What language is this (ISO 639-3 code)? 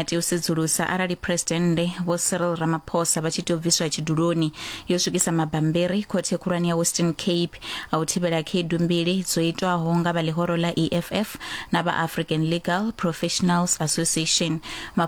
ven